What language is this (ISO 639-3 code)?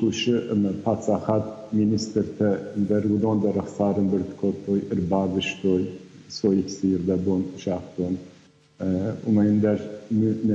oss